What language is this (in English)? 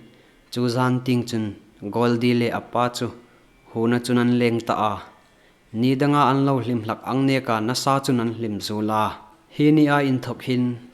Hmar